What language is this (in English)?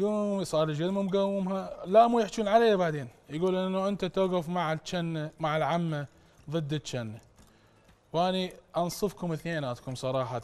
Mesopotamian Arabic